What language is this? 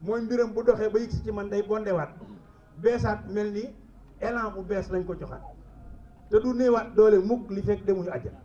Wolof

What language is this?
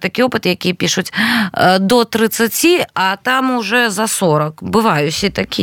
Belarusian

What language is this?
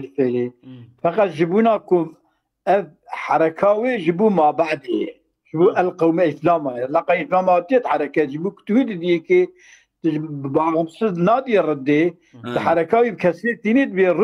Kurdish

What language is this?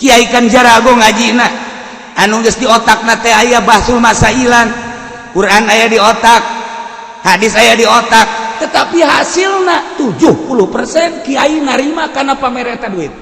Sundanese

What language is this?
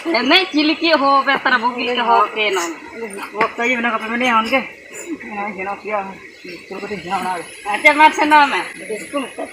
Ho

